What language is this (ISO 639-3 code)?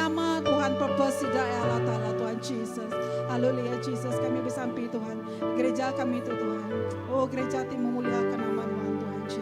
iba